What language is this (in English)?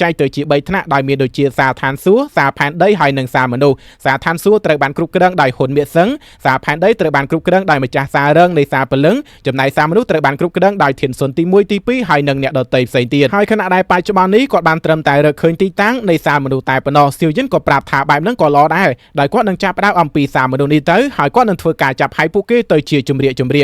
Khmer